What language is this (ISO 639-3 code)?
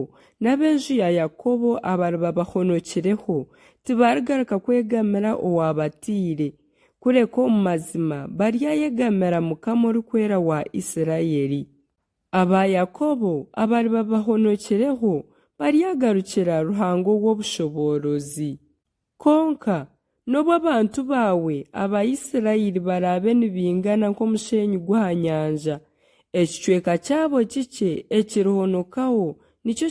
nyn